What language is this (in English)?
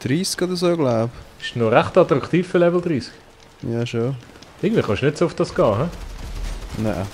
Swiss German